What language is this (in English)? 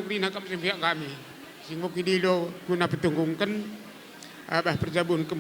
Batak Karo